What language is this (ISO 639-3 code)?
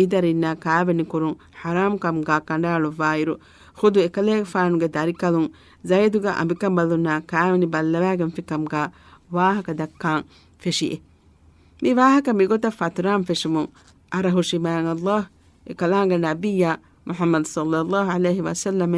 div